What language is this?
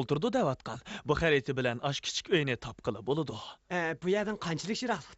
Uyghur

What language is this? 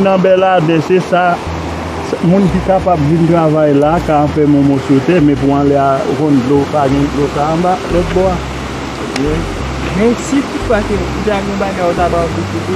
Haitian Creole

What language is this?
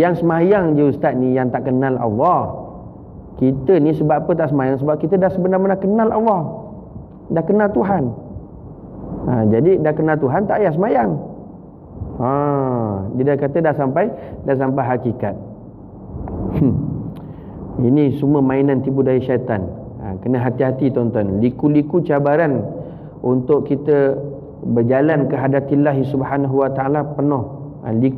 Malay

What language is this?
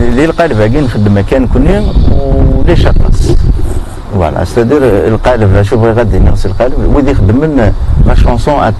Kabyle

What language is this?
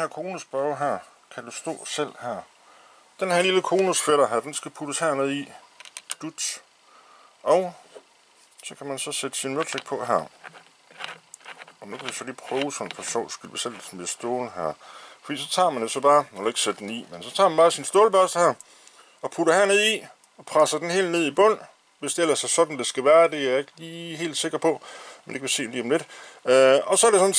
Danish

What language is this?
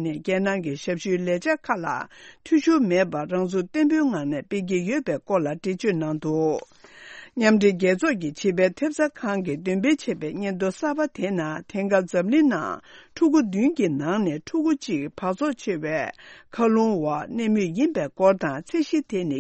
Tibetan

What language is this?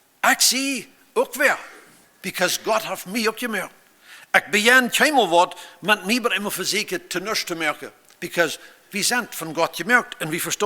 Plautdietsch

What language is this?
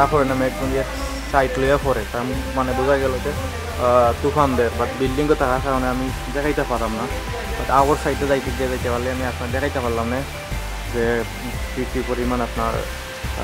Sylheti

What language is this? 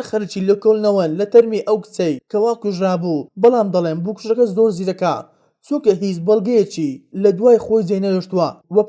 Central Kurdish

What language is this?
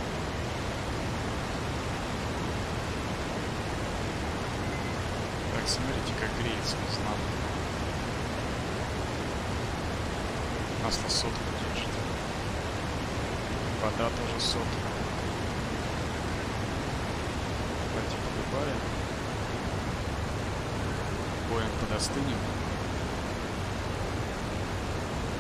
Russian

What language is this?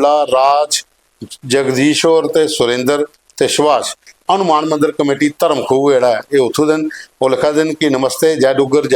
Dogri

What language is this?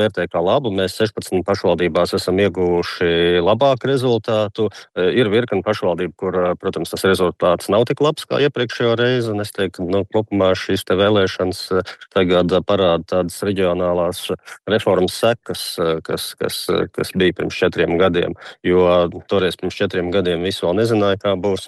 Latvian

